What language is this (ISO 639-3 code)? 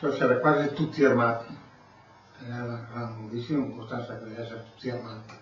ita